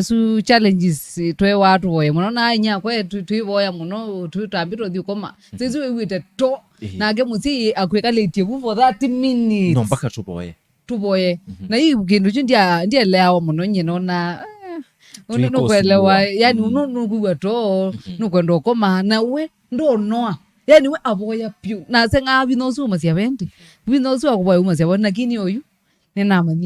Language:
Kamba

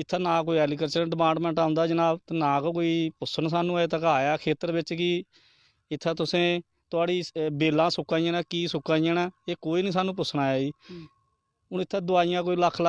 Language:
Dogri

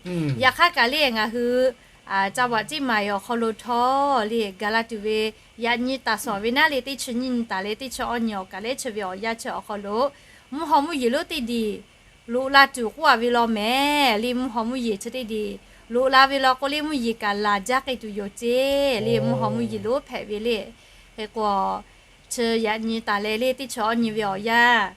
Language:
Lahu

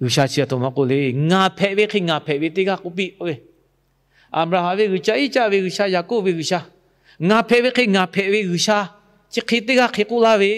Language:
Lahu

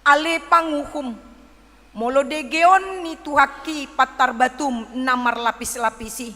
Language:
Batak Toba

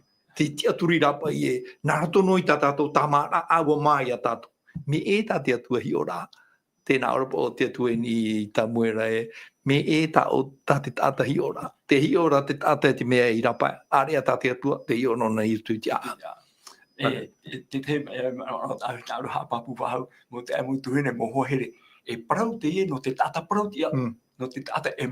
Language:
Tahitian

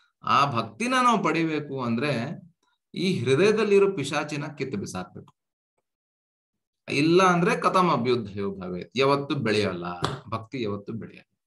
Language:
Kannada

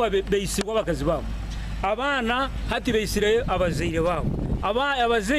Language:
Nyankole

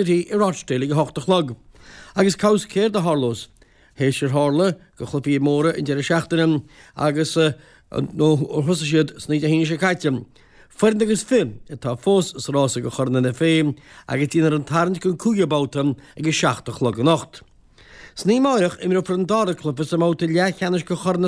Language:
Irish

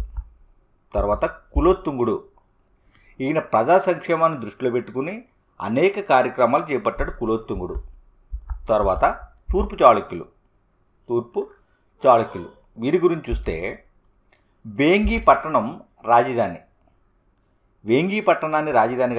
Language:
Telugu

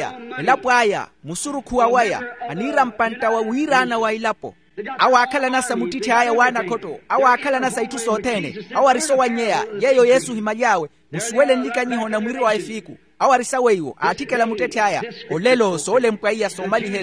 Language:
Makhuwa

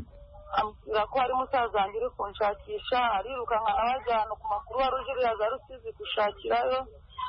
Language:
Kinyarwanda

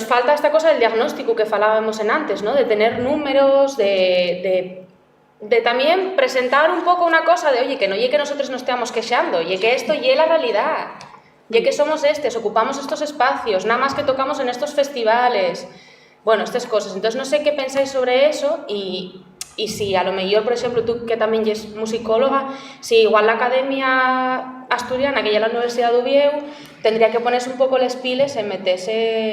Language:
Asturian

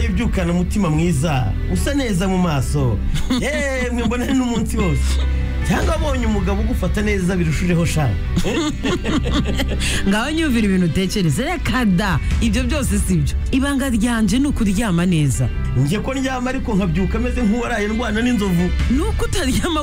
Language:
Kinyarwanda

